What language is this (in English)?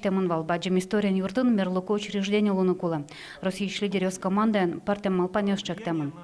Udmurt